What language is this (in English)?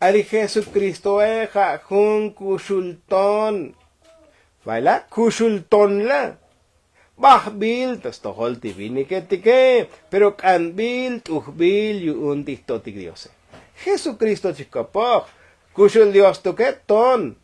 Tzotzil